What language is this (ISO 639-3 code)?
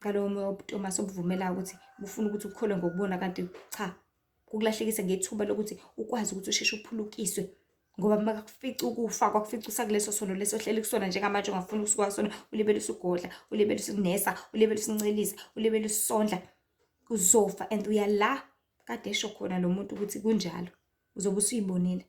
zul